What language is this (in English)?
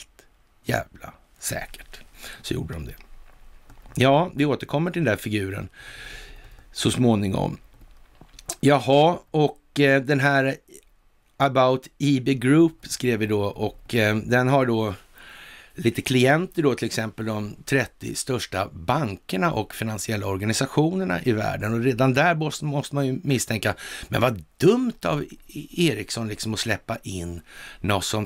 Swedish